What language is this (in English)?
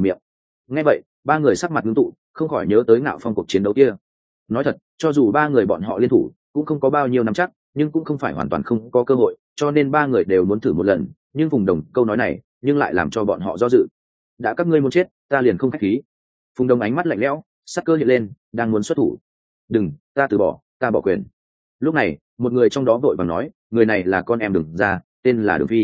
Vietnamese